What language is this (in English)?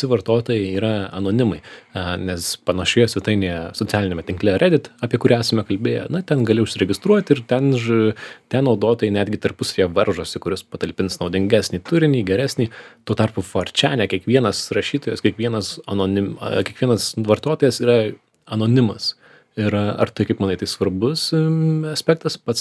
Lithuanian